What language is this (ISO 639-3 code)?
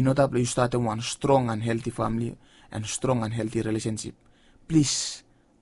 bis